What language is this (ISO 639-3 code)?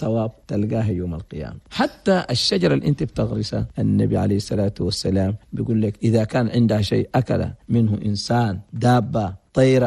shu